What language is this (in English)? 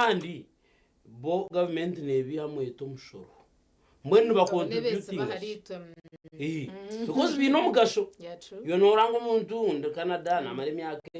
Nyankole